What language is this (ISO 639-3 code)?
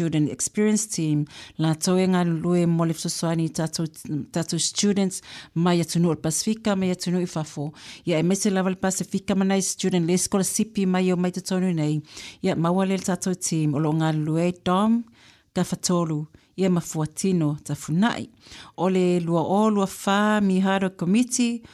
smo